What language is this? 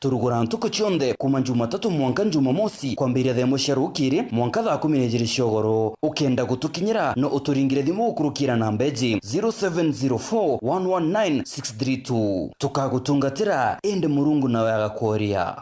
Meru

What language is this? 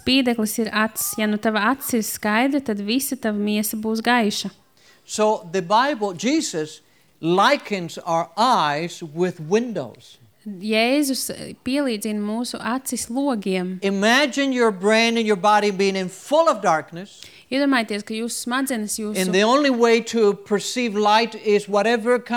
Latvian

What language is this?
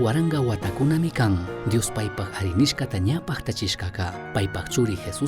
Chimborazo Highland Quichua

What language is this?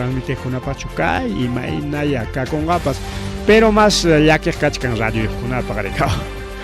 Ayacucho Quechua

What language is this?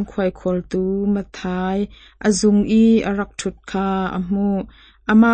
Hakha Chin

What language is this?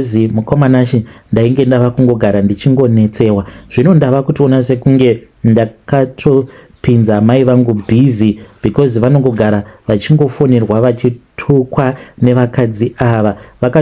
Shona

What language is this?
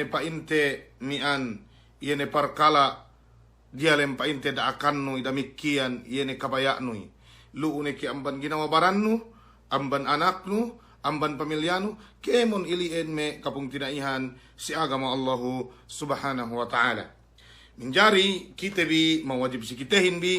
Yakan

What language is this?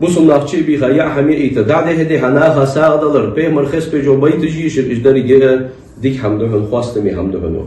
Ingush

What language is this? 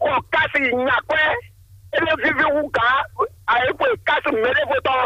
Fon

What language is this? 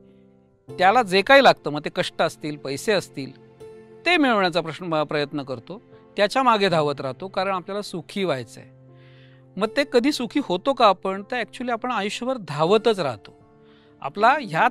Marathi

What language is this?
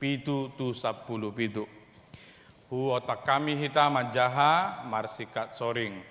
Batak Toba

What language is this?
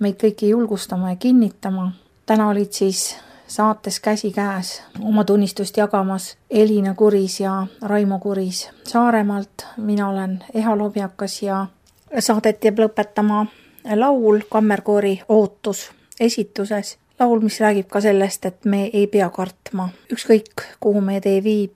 Estonian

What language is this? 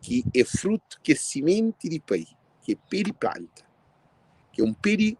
Kabuverdianu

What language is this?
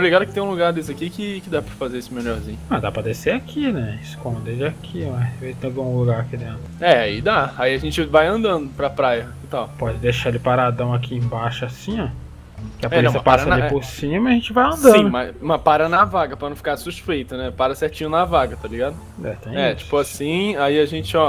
Portuguese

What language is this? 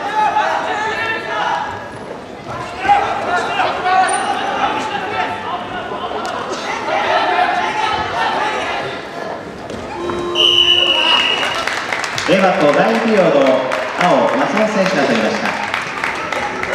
Japanese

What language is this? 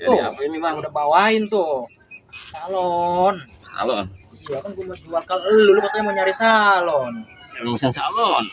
Betawi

